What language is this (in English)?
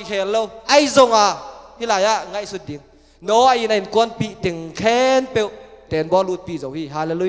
Tedim Chin